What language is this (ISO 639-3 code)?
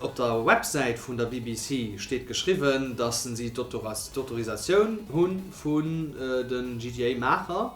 ltz